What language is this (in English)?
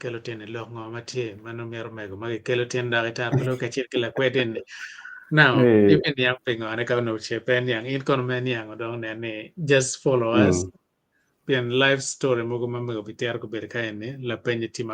Acoli